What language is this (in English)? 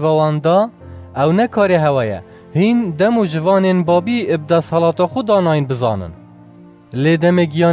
Kurdish